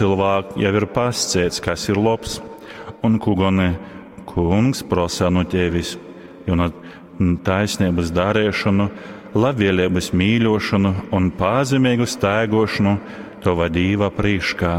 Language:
Latgalian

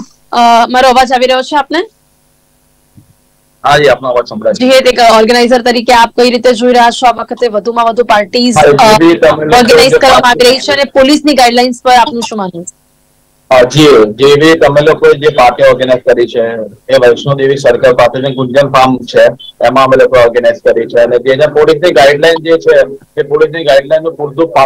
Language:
Gujarati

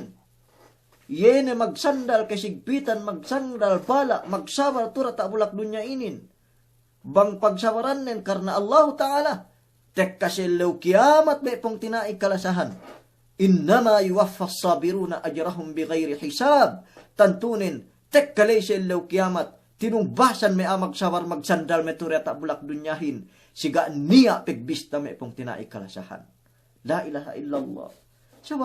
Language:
Yakan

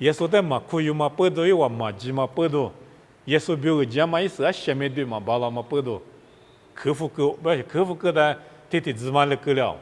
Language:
Lisu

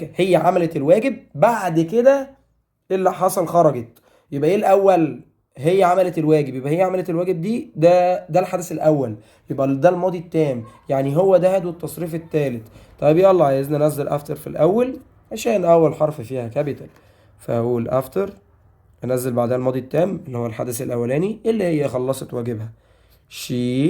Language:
Egyptian Arabic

